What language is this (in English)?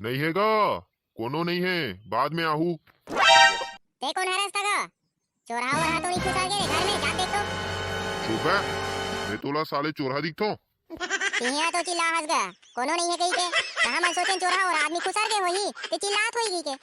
Chhattisgarhi